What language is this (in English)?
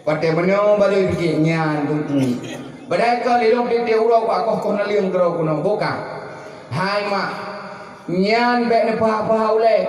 Achinese